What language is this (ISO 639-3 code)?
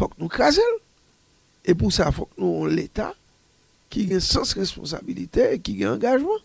hat